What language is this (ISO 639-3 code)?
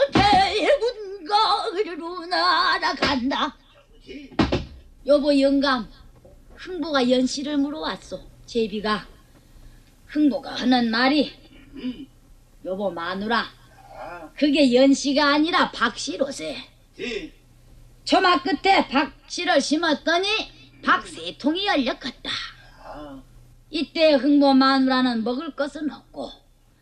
kor